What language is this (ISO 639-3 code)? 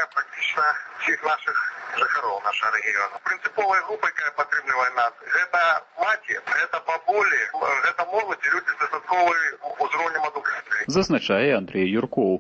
bel